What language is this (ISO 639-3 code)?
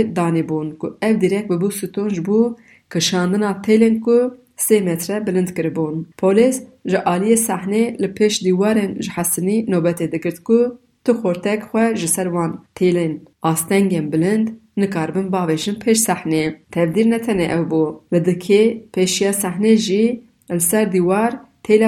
kur